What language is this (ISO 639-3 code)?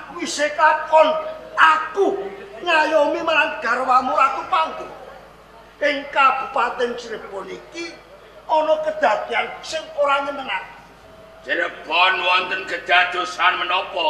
jav